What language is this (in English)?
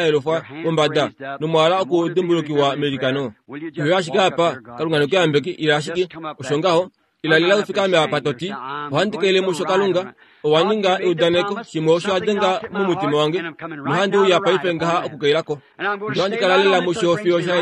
Kuanyama